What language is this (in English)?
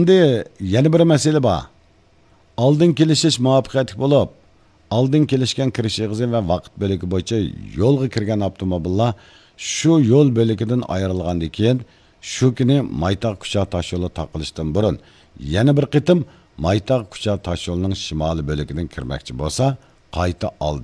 Uyghur